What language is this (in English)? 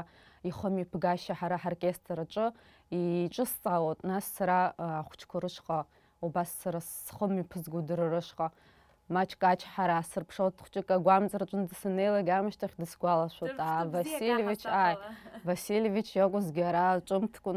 Abkhazian